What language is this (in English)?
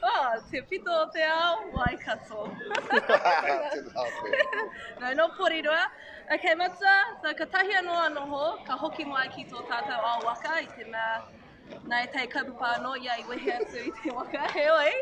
Māori